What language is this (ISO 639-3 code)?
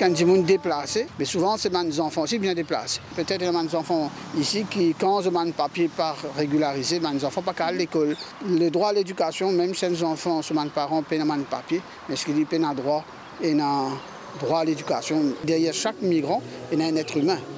mfe